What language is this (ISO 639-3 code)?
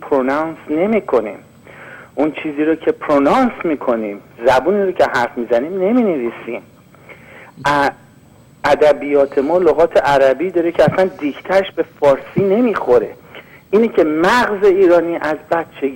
fas